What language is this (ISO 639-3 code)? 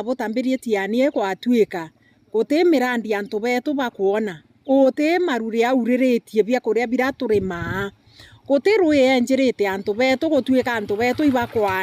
mer